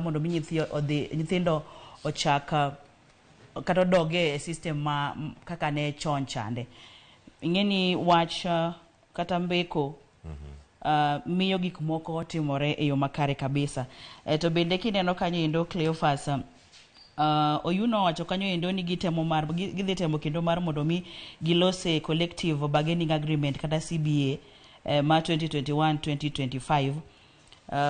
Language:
Luo (Kenya and Tanzania)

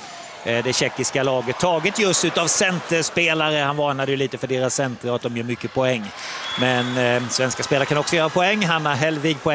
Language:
Swedish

